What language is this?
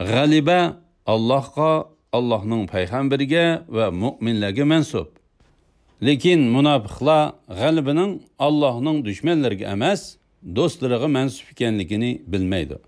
Uyghur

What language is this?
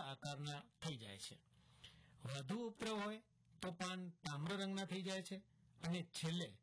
Gujarati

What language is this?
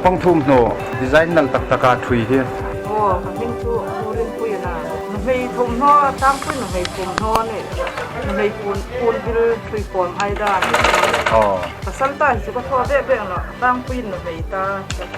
Hmar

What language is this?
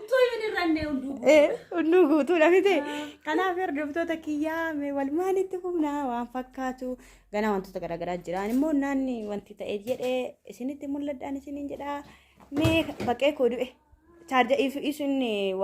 Oromo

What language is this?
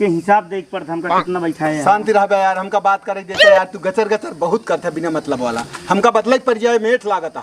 Awadhi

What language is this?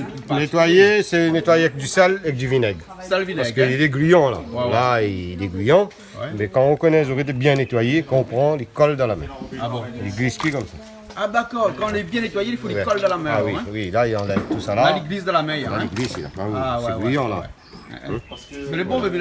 Réunion Creole French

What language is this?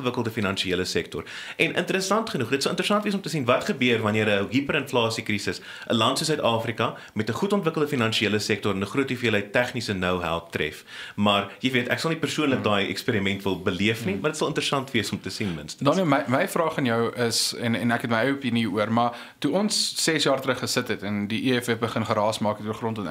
Afrikaans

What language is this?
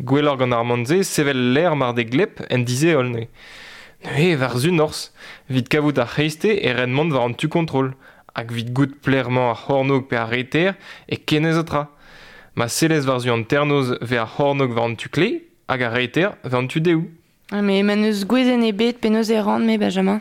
Breton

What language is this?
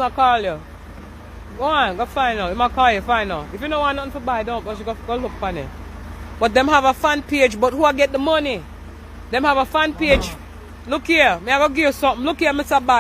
Jamaican Creole English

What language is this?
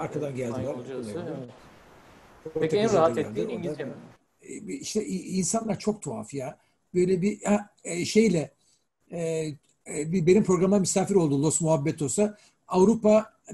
Turkish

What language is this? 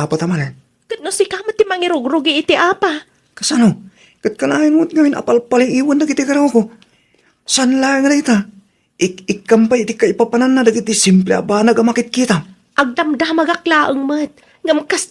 Iloko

